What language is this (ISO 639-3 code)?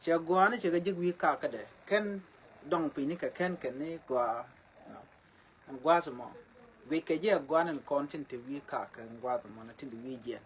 nus